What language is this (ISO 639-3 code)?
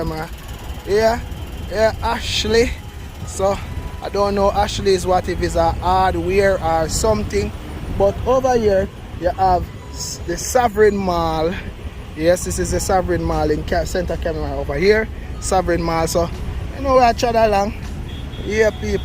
jam